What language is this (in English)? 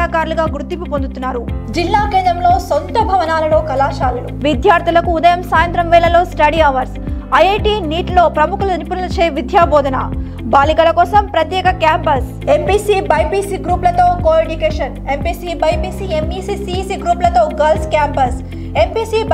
Telugu